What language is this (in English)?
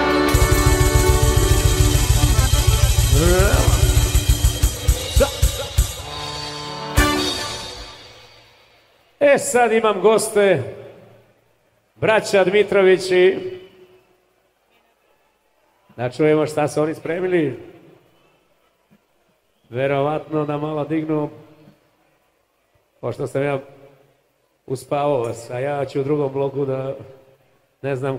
Serbian